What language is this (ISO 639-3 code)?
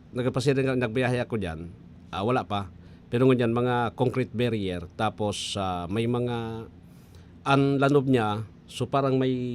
bik